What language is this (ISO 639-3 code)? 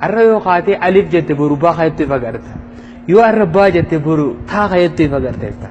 orm